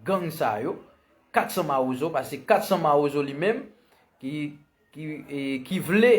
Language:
Haitian Creole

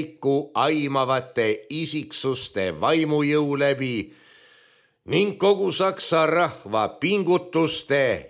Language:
Estonian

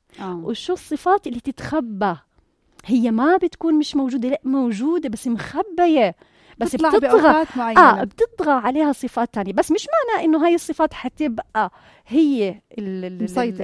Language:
North Levantine Arabic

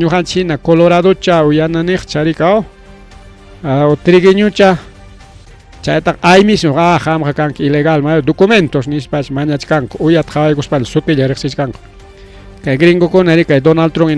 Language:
Ayacucho Quechua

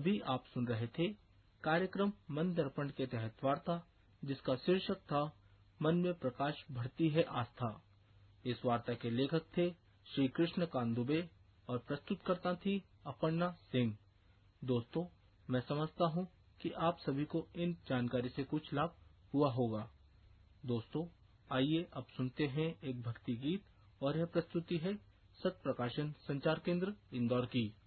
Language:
Hindi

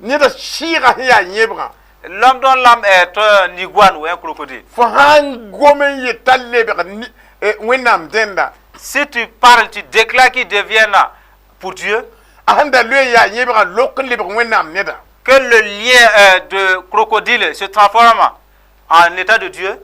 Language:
Mossi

